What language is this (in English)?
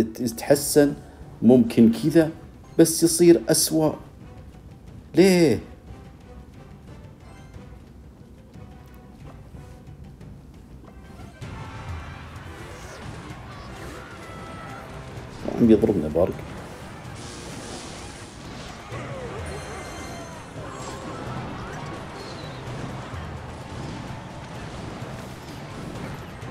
Arabic